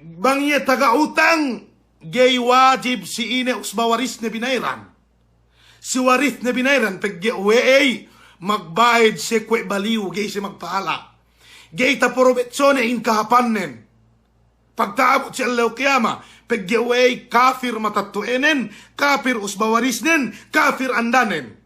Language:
Yakan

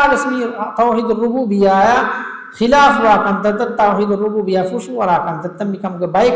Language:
Divehi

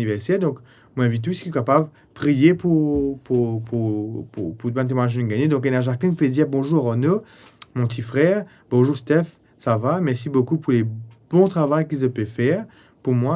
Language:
Morisyen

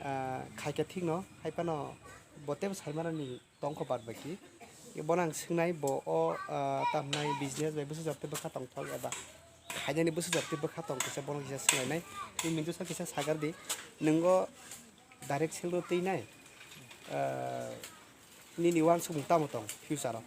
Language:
Kok Borok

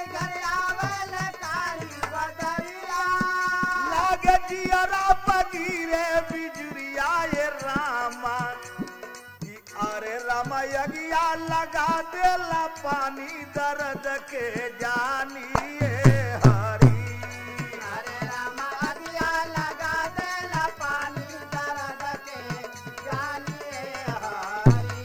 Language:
Bhojpuri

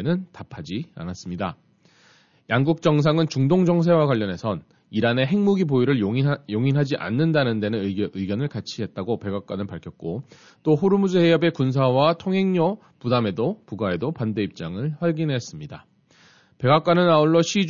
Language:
Korean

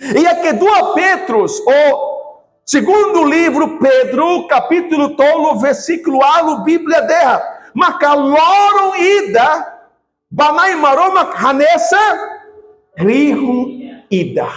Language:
Tetum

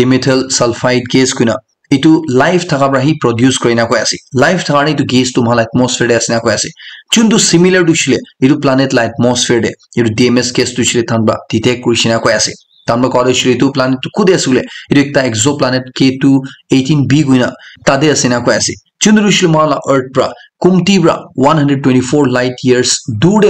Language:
Naga Pidgin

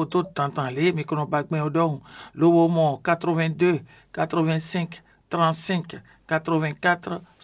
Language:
Fon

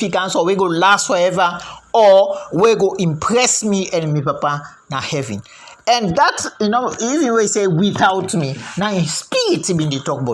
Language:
Krio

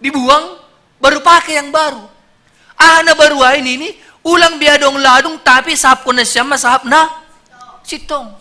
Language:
Batak Simalungun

